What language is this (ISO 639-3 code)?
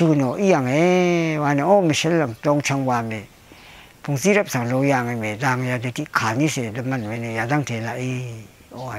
raw